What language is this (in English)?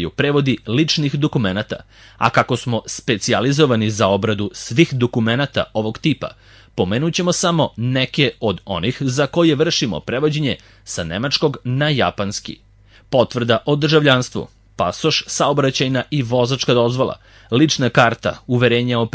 Serbian